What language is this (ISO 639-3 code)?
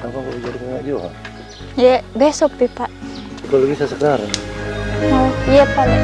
mfp